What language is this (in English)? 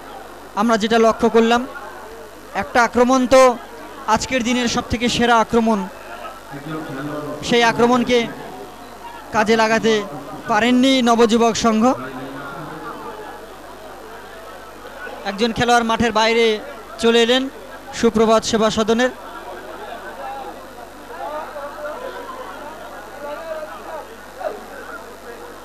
Bangla